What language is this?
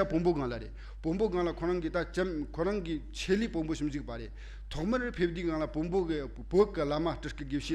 Tibetan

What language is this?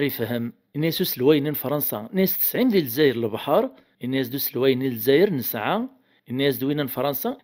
Kabyle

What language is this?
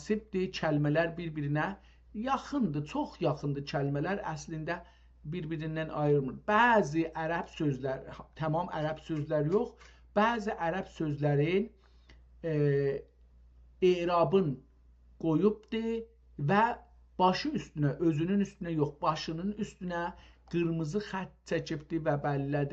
South Azerbaijani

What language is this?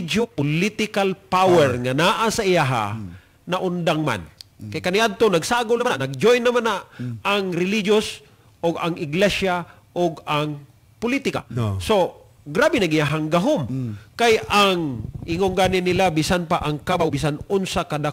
Cebuano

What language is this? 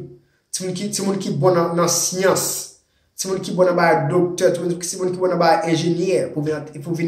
Haitian Creole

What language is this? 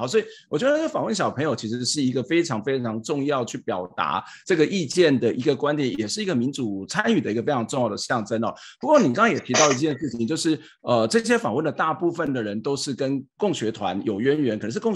Chinese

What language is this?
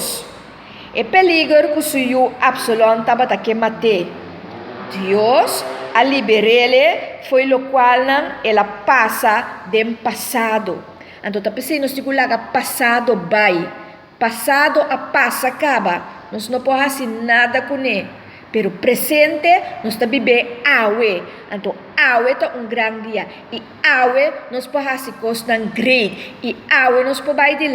Papiamento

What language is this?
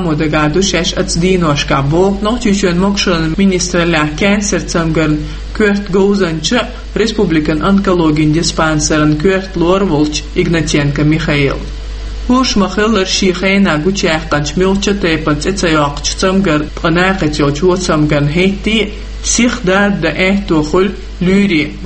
Chechen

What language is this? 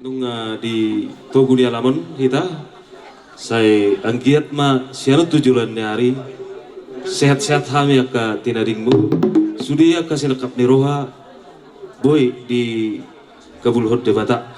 Batak Toba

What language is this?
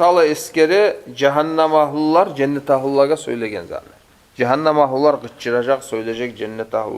Kumyk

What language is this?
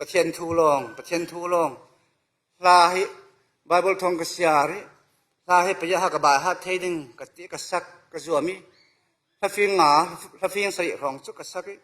Falam Chin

